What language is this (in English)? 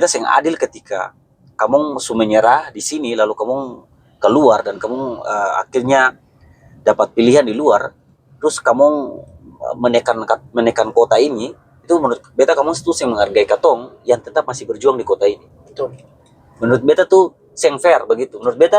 Ambonese Malay